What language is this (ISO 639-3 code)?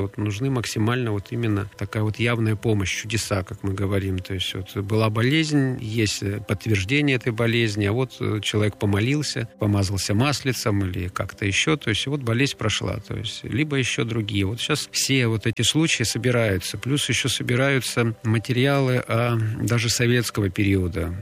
rus